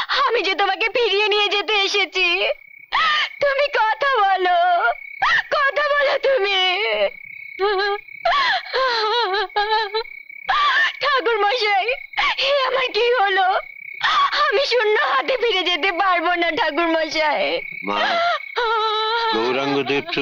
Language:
Bangla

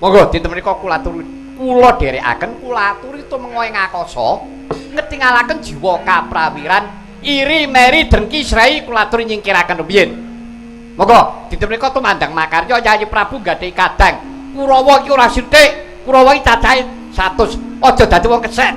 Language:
Javanese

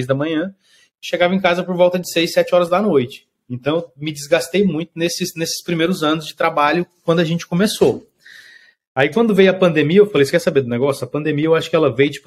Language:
Portuguese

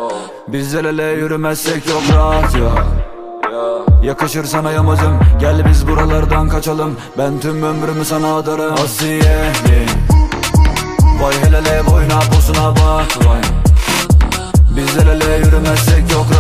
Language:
Turkish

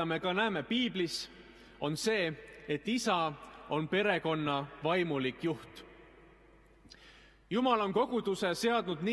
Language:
Estonian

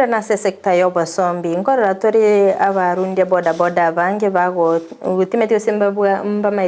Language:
Gusii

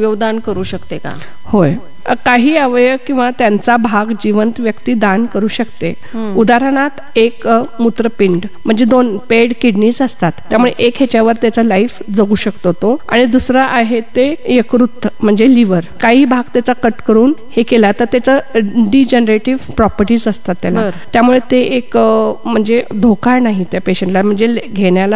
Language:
Marathi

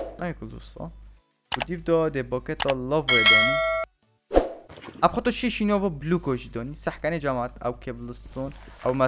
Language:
Kurdish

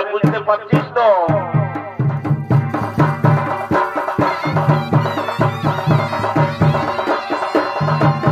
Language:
Bangla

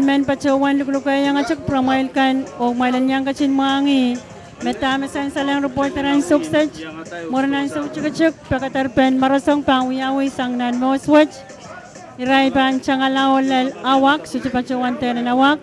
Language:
Pohnpeian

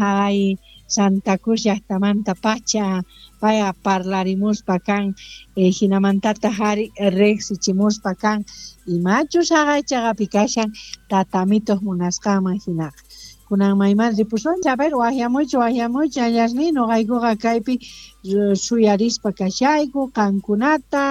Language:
South Bolivian Quechua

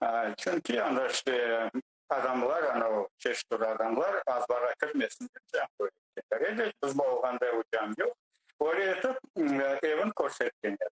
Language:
Crimean Tatar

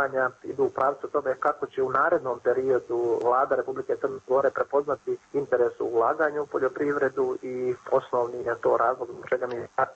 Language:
Serbian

